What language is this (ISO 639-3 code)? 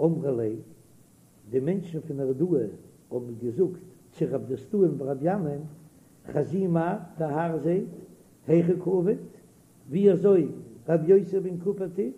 yid